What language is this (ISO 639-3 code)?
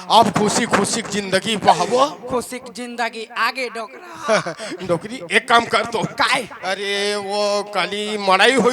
hne